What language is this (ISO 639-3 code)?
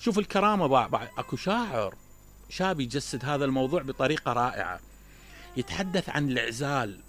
acm